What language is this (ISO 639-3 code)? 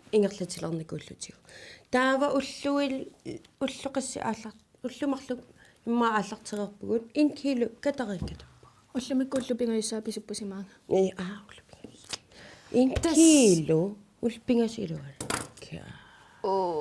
kal